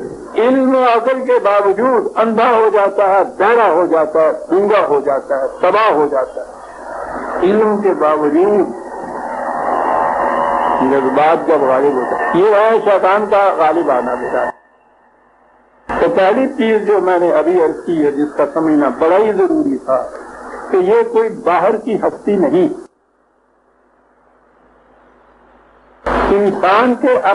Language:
Urdu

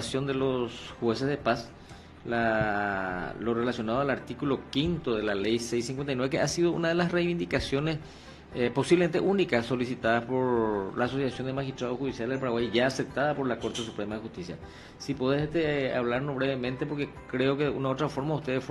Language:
Spanish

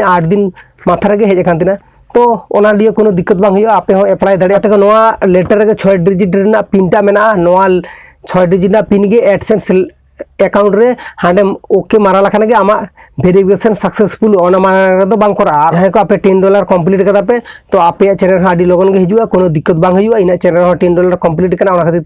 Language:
Santali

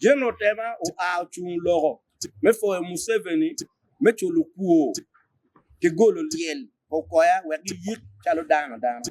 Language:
Acoli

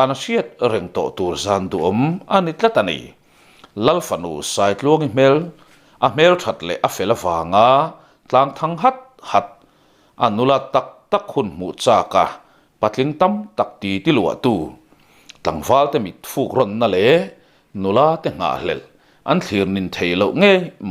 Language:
Mizo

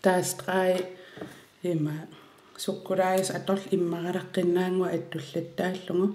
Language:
Kalaallisut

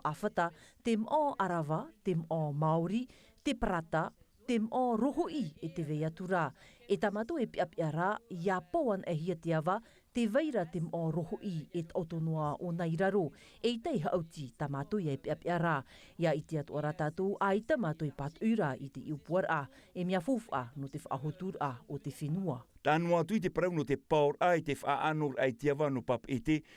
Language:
Tahitian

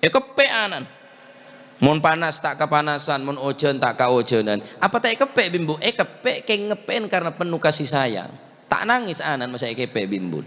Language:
Madurese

